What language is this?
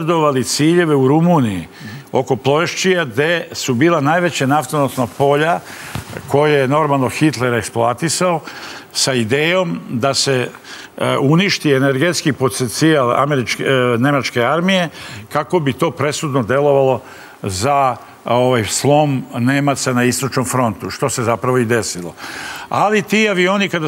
Serbian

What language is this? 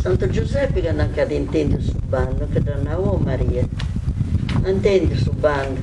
Sardinian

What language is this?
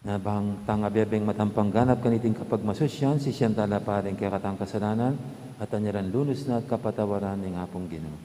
Pampanga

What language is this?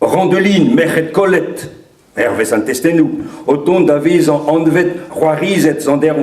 Breton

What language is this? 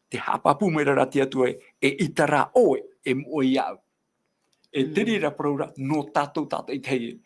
Tahitian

